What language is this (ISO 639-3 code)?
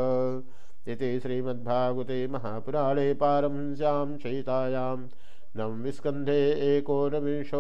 san